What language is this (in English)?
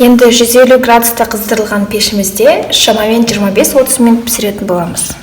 Kazakh